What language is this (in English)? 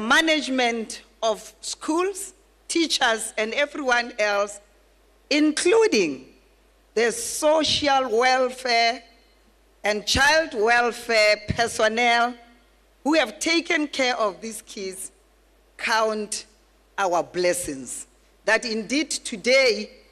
Tswana